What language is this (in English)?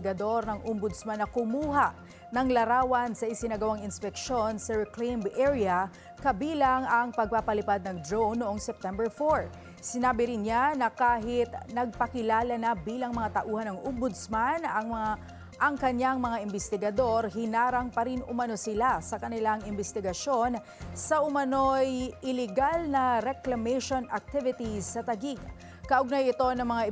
Filipino